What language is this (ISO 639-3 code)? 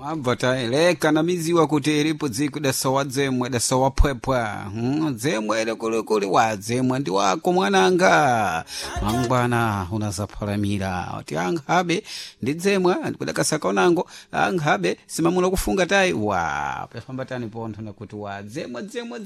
seh